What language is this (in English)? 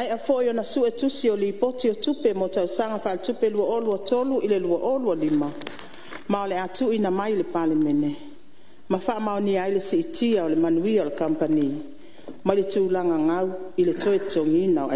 Samoan